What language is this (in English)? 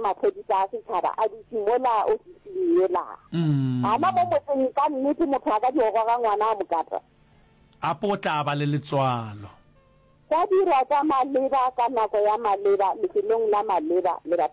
Northern Sotho